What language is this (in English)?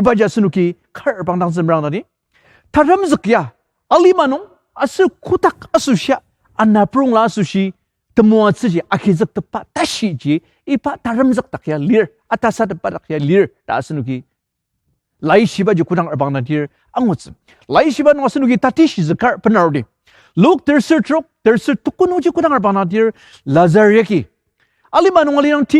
Ao Naga